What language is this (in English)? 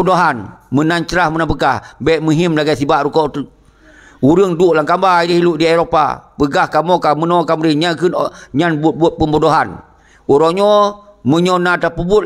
Achinese